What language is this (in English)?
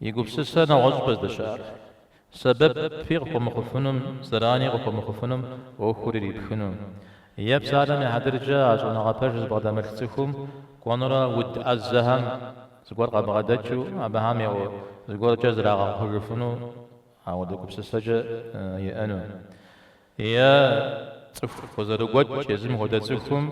Kabardian